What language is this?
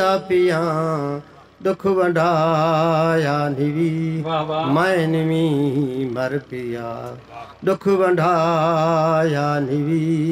Saraiki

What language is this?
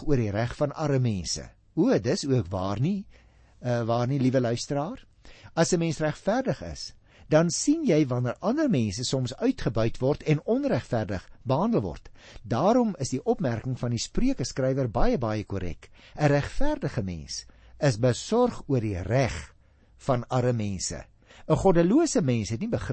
Afrikaans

